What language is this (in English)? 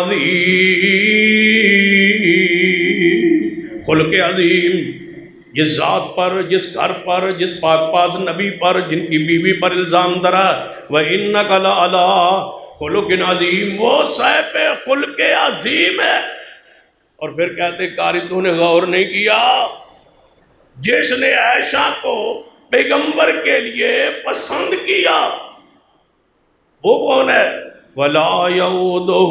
Urdu